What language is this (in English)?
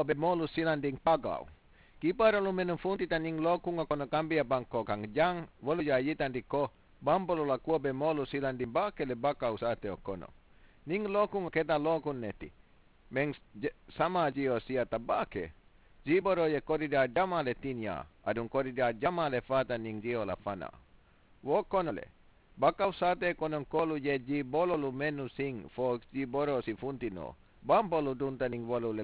Mandingo